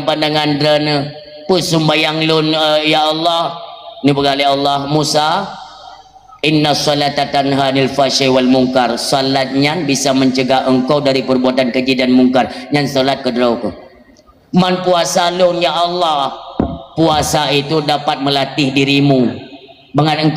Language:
Achinese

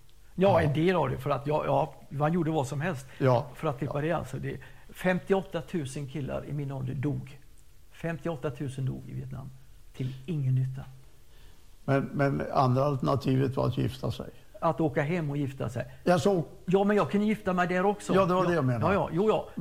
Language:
Swedish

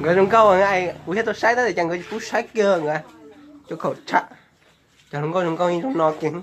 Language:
Hmong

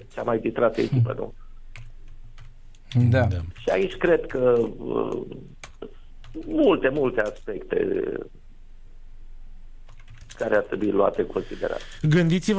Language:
Romanian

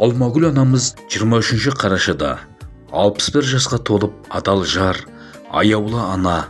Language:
Kazakh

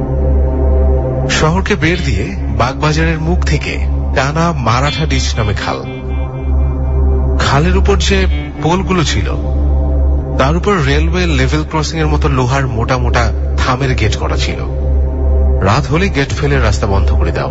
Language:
Bangla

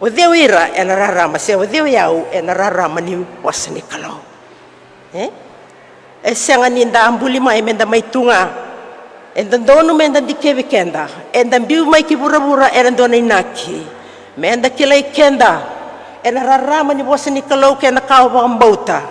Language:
Fijian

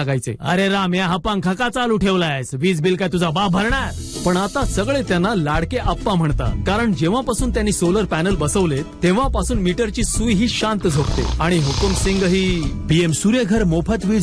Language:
Marathi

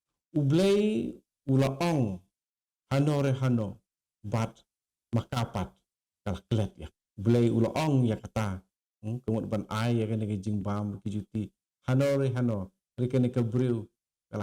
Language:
Khasi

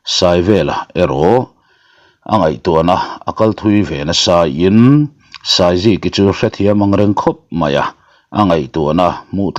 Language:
Mizo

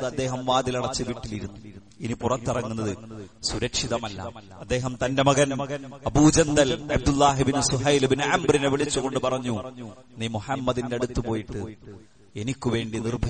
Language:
Malayalam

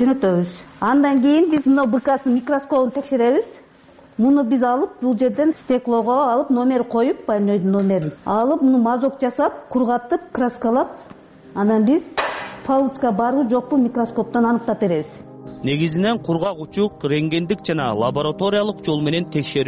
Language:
Kyrgyz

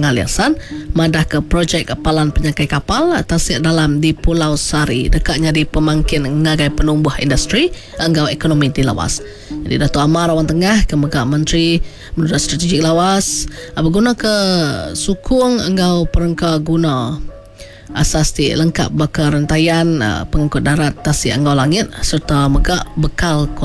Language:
Iban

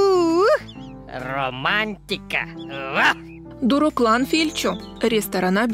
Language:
Gagauz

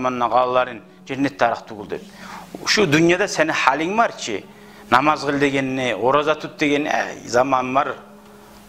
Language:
Kumyk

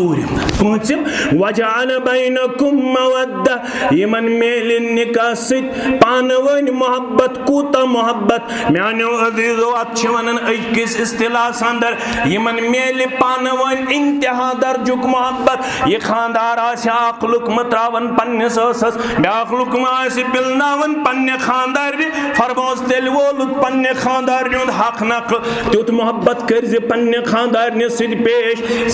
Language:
Kashmiri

